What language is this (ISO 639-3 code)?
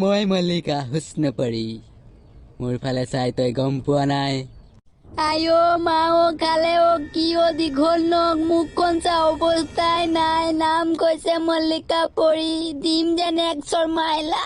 asm